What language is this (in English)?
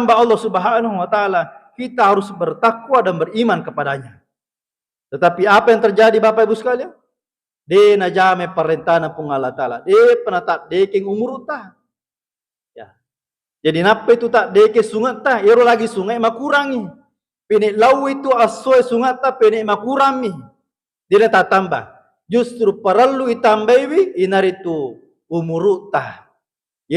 Buginese